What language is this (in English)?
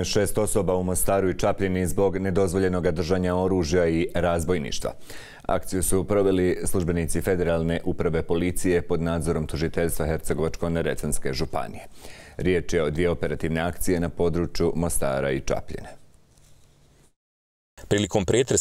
Bosnian